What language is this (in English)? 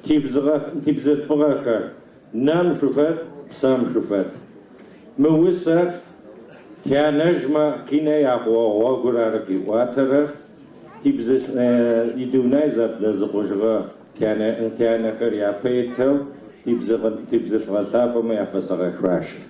Adyghe